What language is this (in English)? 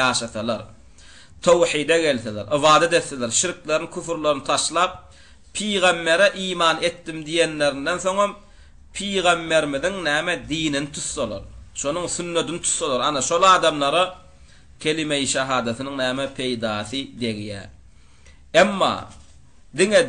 Turkmen